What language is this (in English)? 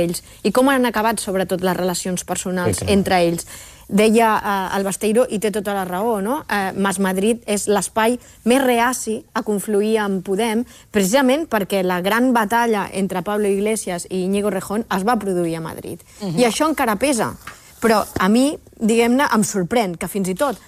Catalan